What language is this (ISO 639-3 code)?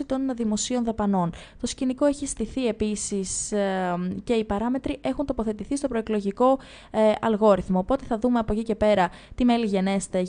ell